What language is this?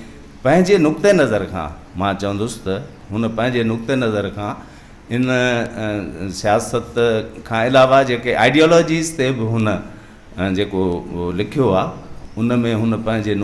Sindhi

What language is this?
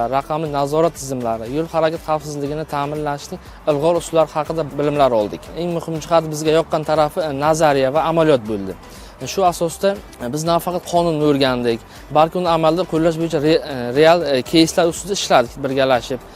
Uzbek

